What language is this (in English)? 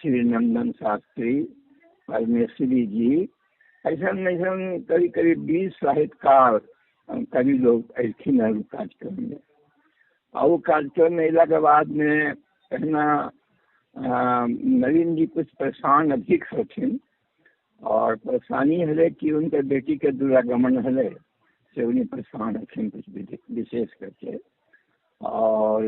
Magahi